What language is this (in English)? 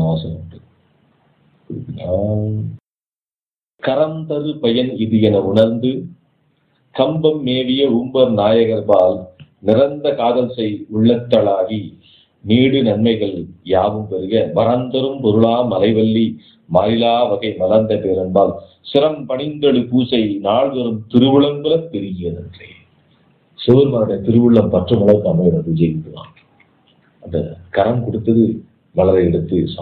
Tamil